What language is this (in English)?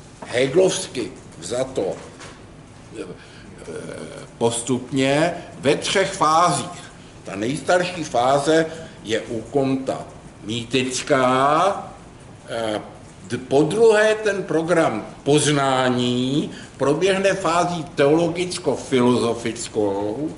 Czech